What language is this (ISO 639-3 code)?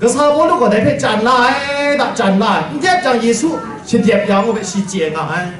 kac